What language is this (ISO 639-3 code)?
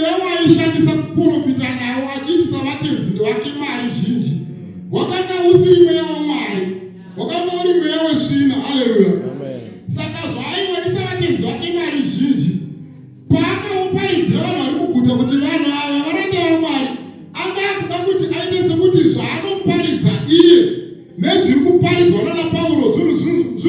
sna